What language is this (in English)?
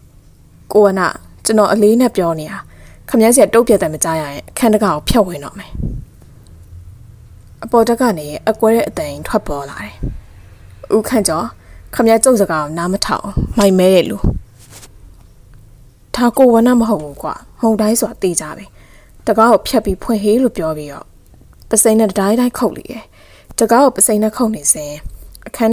Burmese